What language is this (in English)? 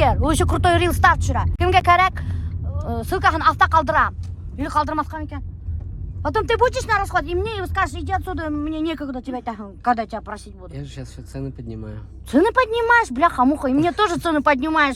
Bashkir